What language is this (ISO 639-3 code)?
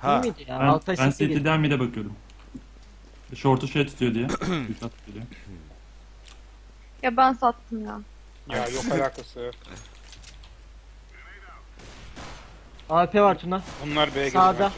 tur